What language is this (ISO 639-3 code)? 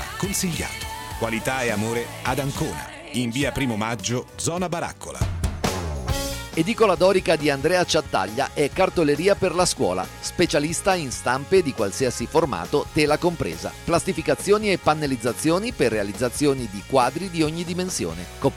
ita